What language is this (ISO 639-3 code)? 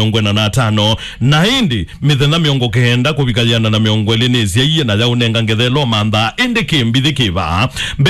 kam